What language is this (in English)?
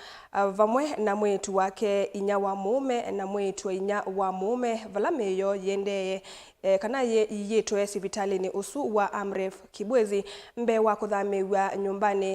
Kamba